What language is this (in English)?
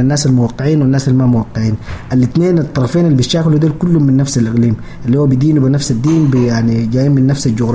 Sudanese Arabic